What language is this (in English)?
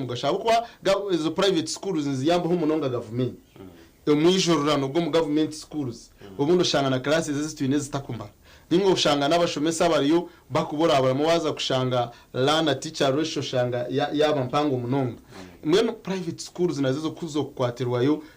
Nyankole